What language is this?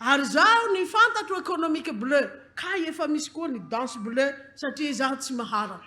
Malagasy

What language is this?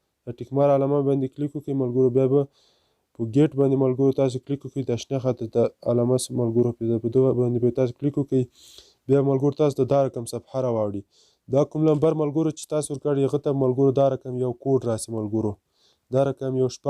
Pashto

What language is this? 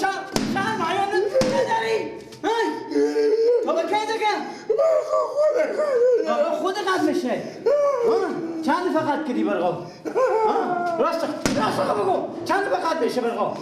Persian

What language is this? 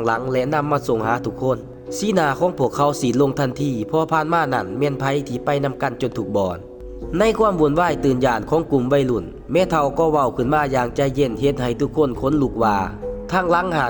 Lao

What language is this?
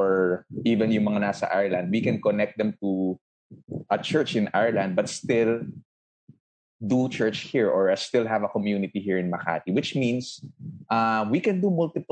Filipino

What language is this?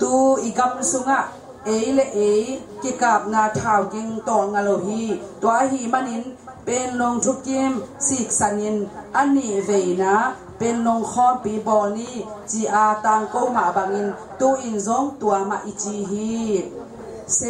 Tedim Chin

